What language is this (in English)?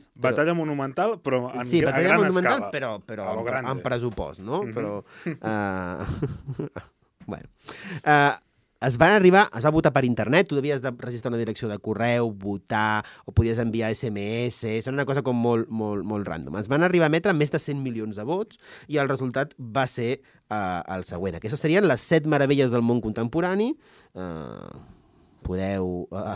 Catalan